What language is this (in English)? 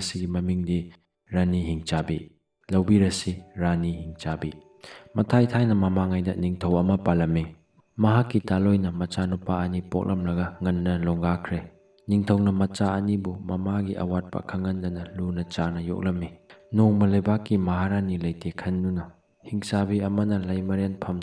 Manipuri